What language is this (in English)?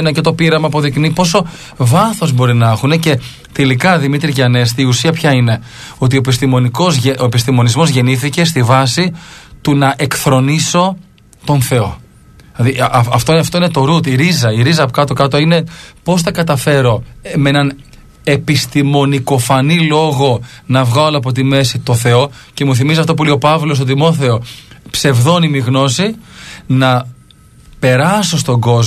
Greek